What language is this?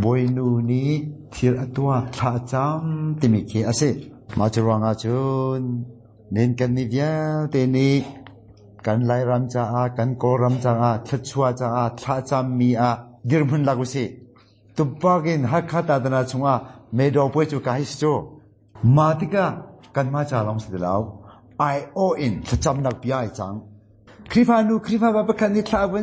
Hakha Chin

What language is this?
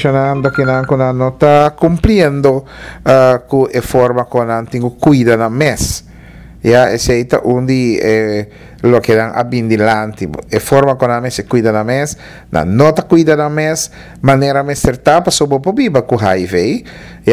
Papiamento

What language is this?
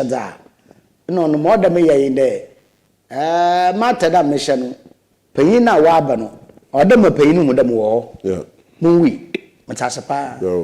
Akan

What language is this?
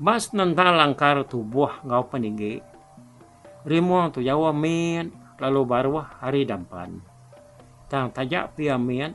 Iban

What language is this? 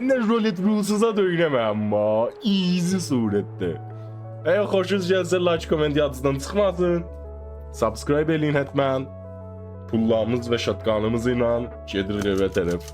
South Azerbaijani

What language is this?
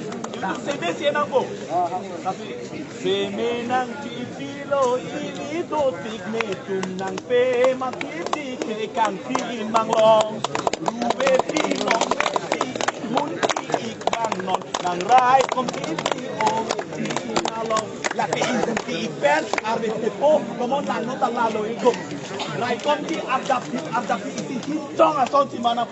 Karbi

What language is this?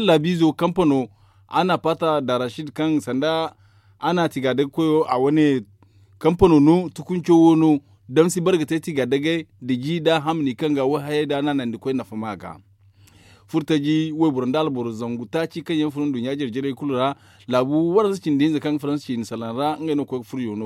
Zarma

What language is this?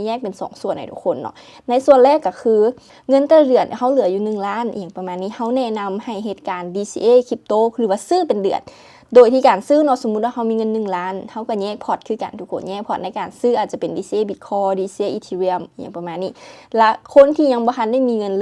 Lao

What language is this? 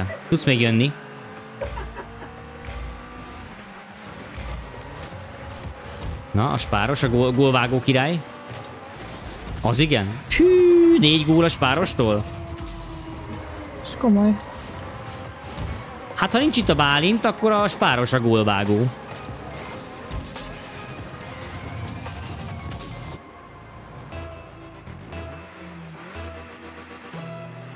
Hungarian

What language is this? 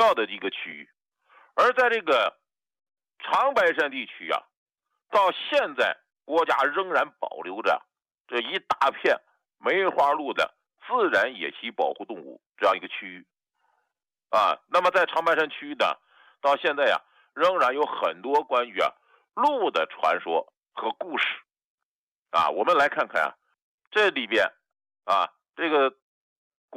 Chinese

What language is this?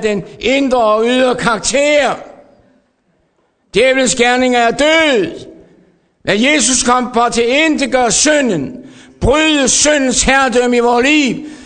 Danish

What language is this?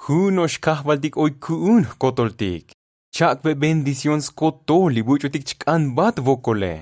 Tzotzil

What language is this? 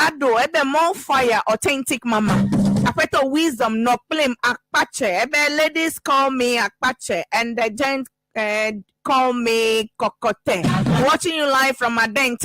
Ewe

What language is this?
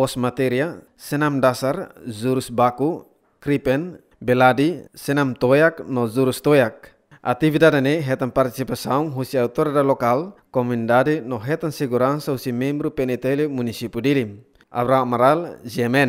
Tetum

